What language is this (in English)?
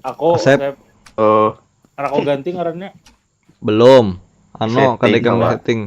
Banjar